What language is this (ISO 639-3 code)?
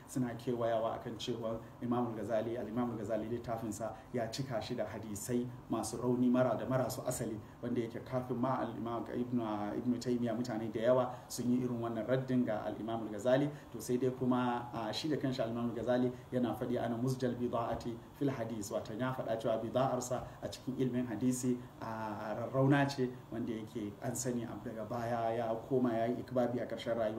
hau